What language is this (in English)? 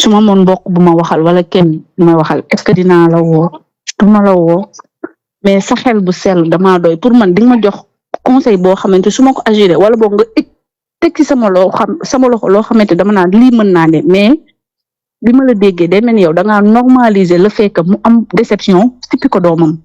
Wolof